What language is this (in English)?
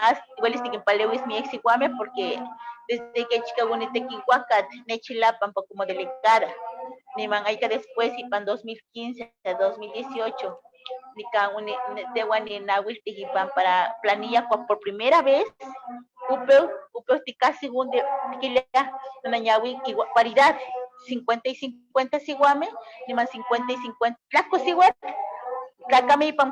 Eastern Huasteca Nahuatl